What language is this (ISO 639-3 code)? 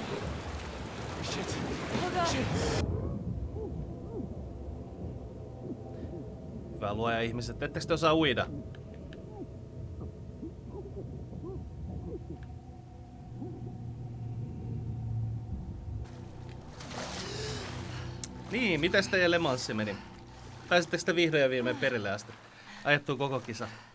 fin